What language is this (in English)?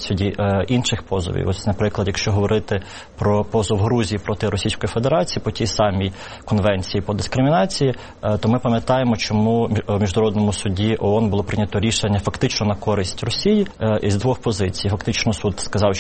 Ukrainian